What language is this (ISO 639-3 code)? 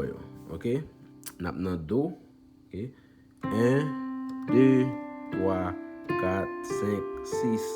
hat